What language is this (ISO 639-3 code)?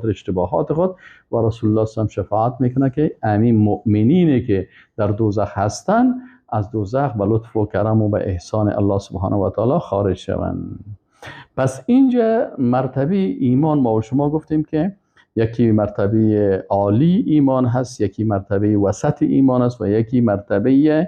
fas